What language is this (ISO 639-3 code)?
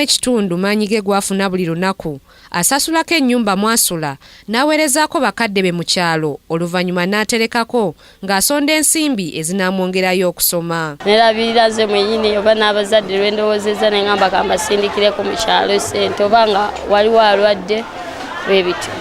lug